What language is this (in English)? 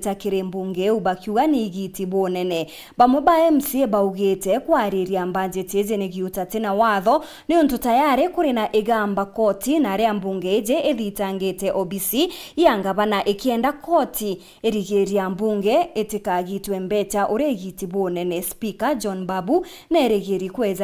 Meru